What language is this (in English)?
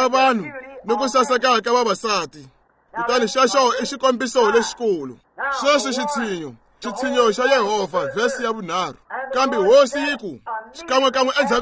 Tsonga